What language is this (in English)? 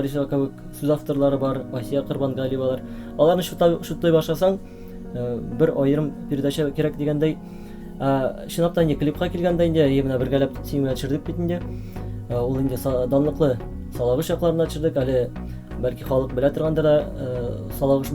Tatar